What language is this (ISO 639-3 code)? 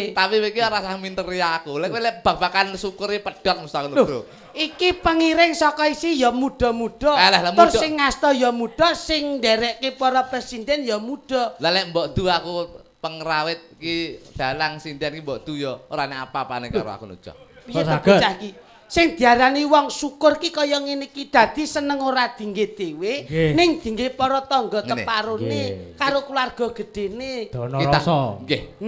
jav